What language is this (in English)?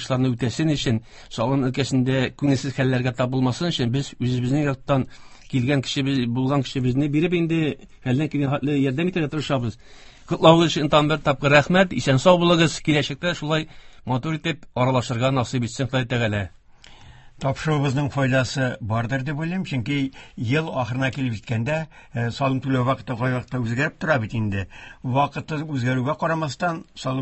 Tatar